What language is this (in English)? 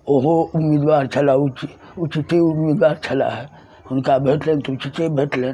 Maithili